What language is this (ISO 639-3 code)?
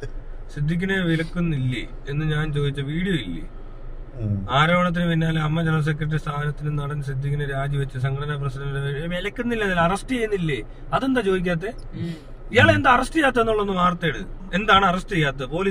mal